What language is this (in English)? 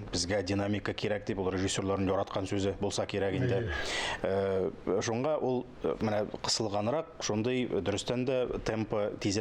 Tatar